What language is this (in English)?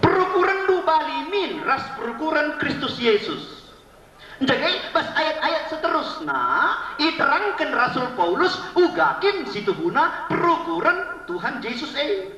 Batak Karo